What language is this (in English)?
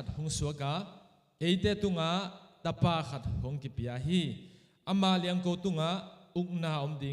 Tedim Chin